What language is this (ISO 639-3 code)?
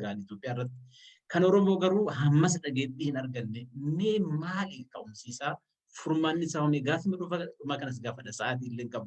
orm